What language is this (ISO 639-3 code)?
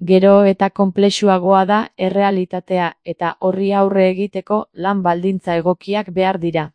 eus